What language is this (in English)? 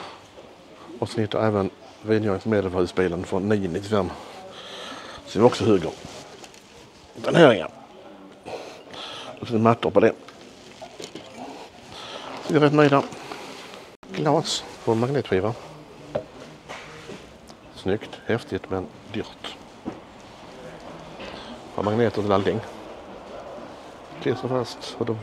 Swedish